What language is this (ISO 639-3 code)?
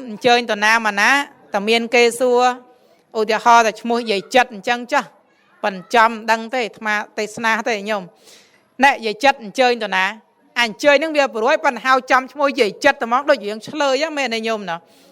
khm